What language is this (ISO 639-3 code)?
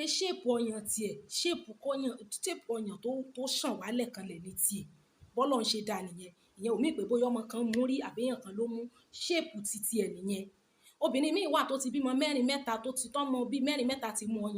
yor